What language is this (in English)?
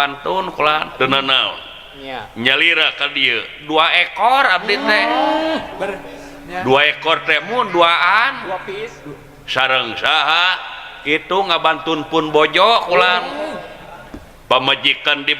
Sundanese